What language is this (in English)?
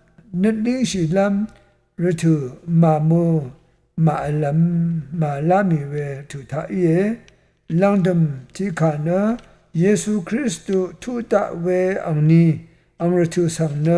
Rawang